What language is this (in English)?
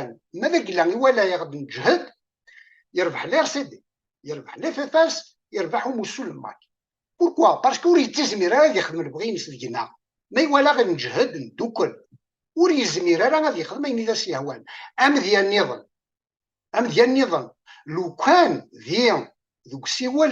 Kabyle